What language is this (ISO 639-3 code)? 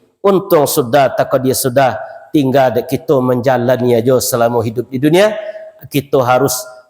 min